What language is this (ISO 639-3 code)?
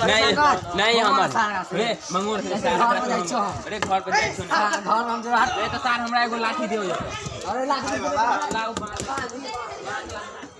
mai